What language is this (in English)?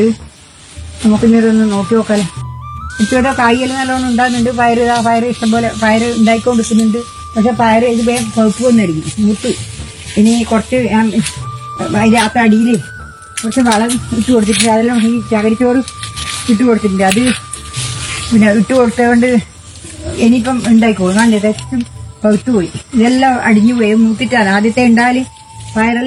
Malayalam